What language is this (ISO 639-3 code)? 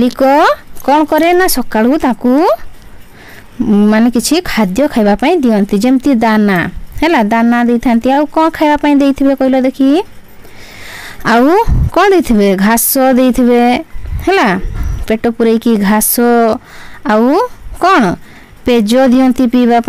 ori